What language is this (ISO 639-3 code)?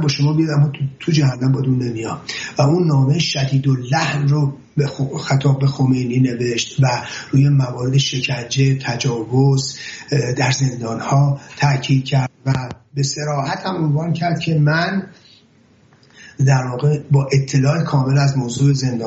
fas